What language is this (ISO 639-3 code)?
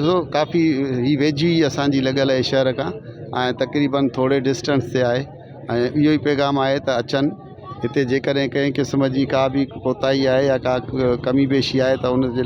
snd